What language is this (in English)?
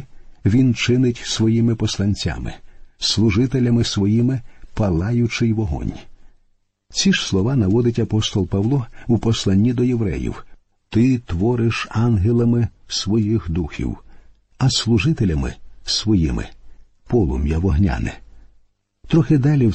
Ukrainian